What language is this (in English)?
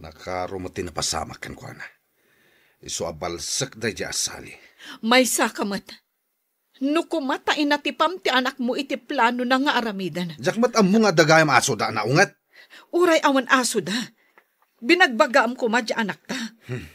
Iloko